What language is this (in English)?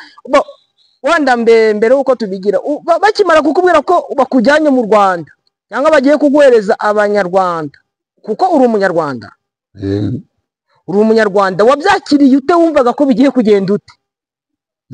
Kinyarwanda